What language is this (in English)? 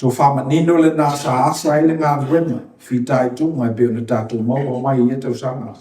Samoan